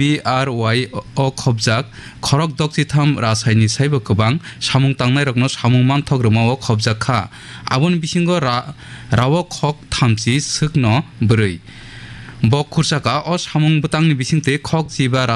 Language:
Kok Borok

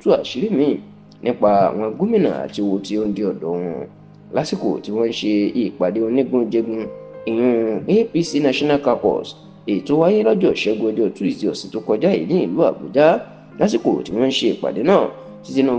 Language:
Yoruba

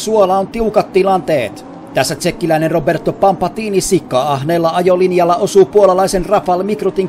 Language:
Finnish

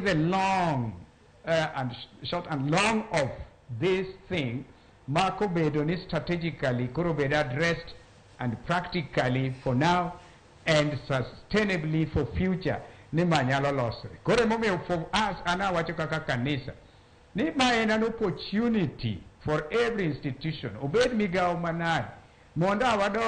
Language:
Luo (Kenya and Tanzania)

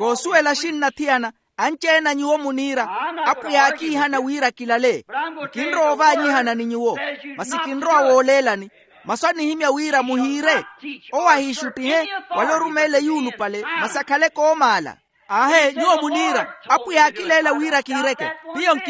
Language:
Makhuwa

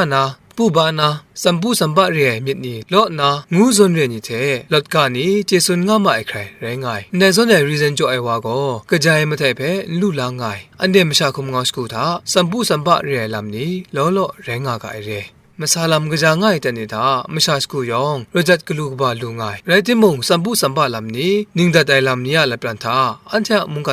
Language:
Kachin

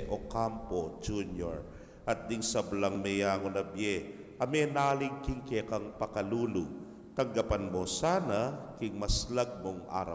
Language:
Pampanga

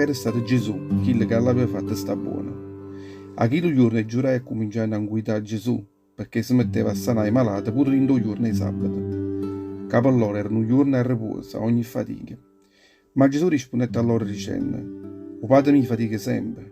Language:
Neapolitan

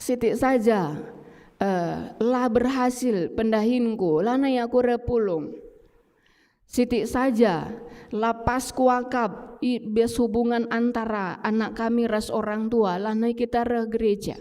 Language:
Batak Karo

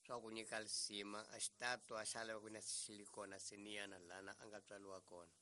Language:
Tsonga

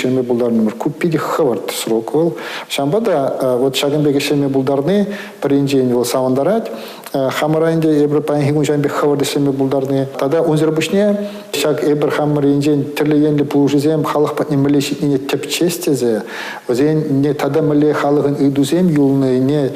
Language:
Chuvash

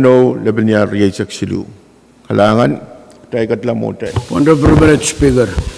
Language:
Pohnpeian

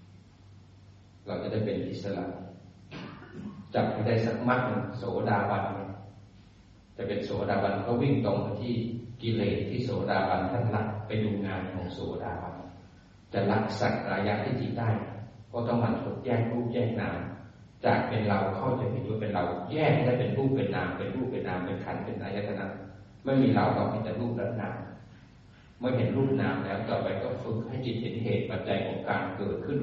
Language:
Thai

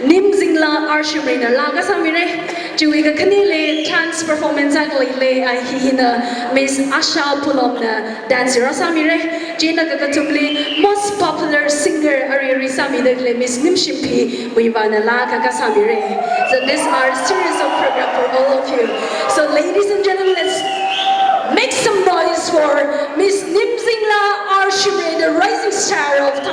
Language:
Tangkhul Naga (India)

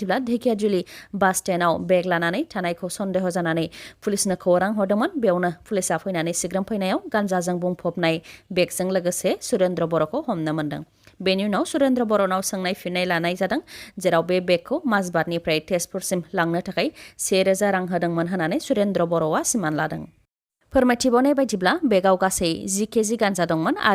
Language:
Bodo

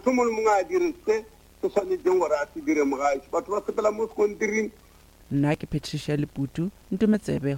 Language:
Northern Sotho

